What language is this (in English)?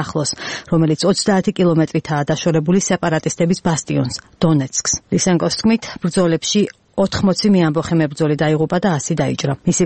Georgian